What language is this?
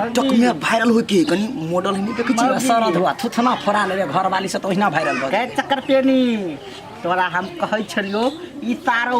Maithili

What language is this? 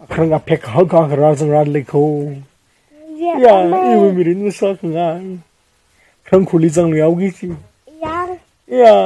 Tangkhul Naga (India)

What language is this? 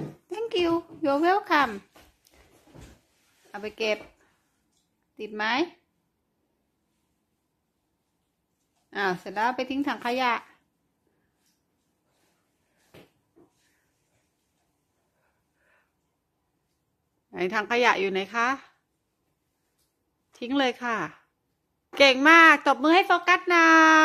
Thai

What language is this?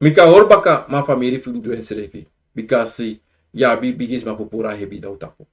Sranan Tongo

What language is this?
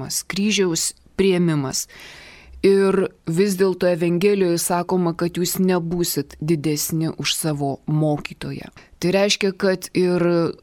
Lithuanian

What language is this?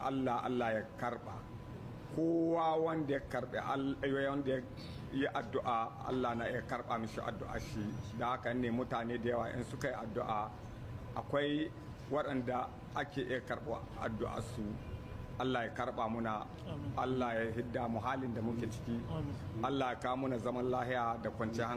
Hausa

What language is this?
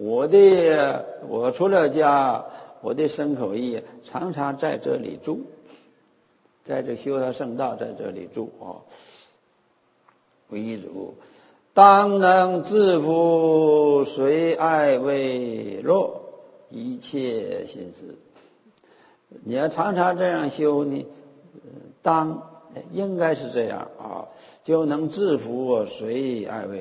Chinese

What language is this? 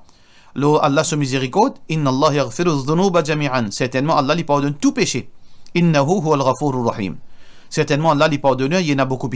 Morisyen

